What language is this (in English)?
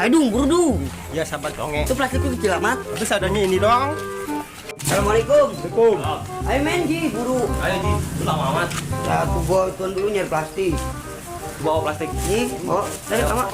Betawi